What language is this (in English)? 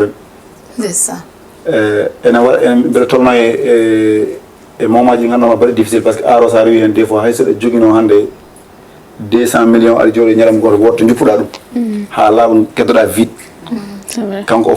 Fula